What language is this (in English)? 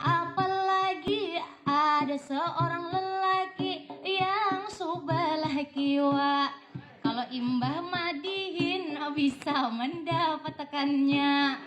Banjar